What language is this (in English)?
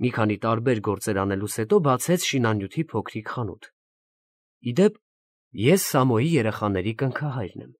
Armenian